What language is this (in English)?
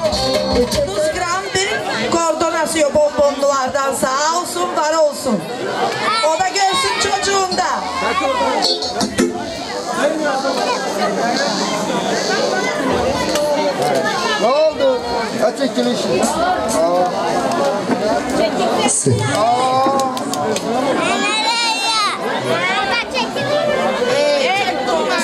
Turkish